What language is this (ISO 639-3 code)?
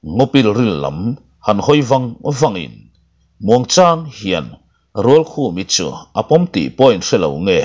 lus